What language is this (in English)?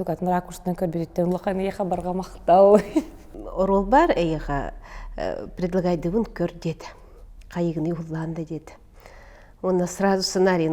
Yakut